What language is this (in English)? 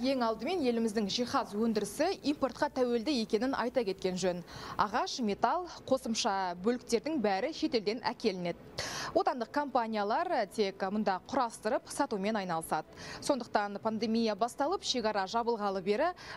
Kazakh